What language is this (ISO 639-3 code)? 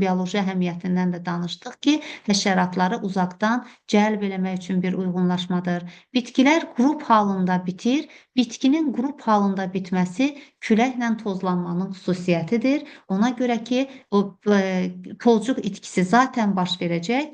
aze